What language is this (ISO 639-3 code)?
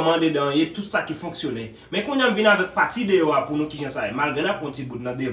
hat